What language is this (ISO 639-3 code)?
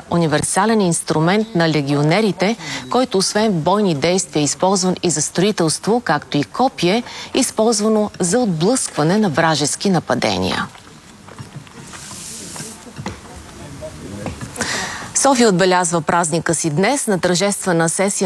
bul